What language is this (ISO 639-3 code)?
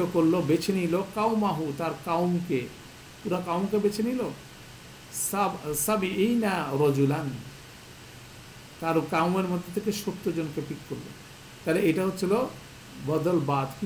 ben